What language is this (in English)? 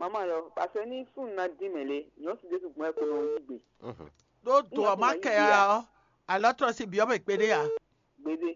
Fon